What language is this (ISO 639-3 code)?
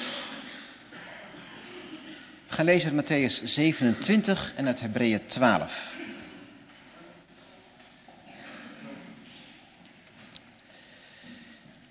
nld